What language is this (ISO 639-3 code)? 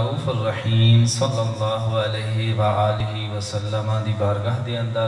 skr